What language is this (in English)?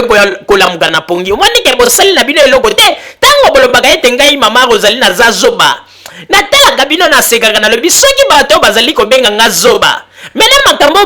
Lingala